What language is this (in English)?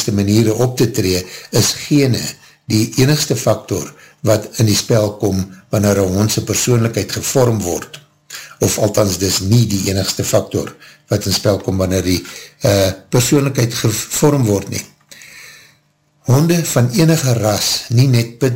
Afrikaans